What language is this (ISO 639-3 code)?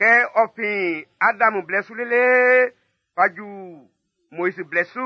bci